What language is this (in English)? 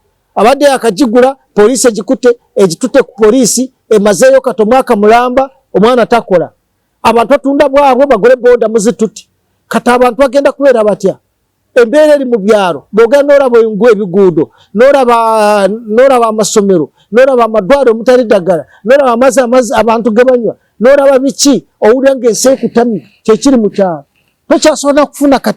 Ganda